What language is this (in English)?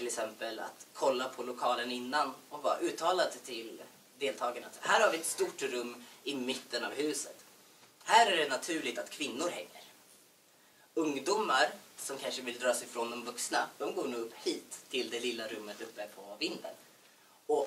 Swedish